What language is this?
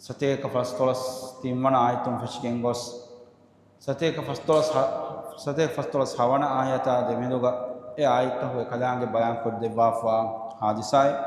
Divehi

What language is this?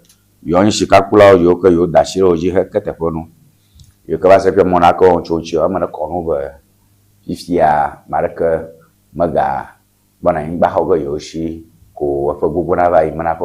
Ewe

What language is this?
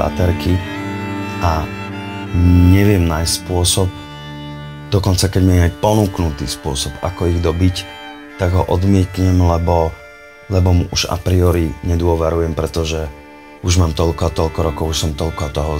Slovak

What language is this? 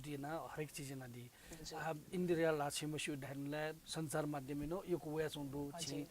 Newari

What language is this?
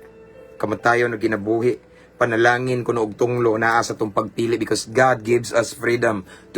Cebuano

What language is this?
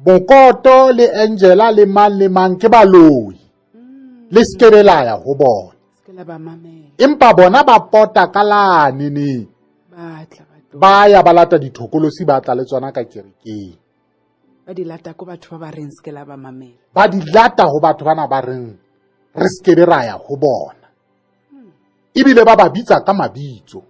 Southern Sotho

